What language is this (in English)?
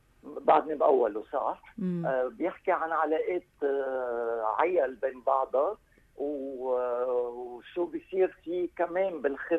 North Levantine Arabic